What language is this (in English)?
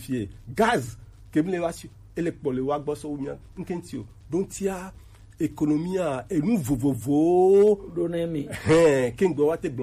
Gen